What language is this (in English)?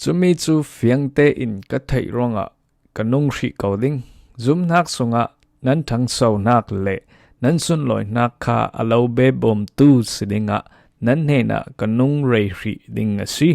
Falam Chin